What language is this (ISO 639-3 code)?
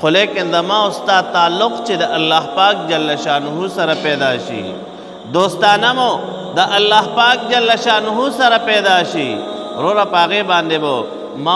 pus